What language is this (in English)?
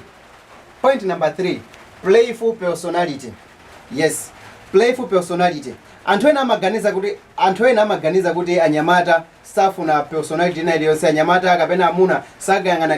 Nyanja